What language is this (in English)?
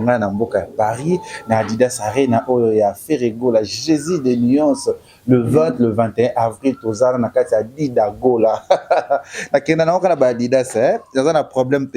Lingala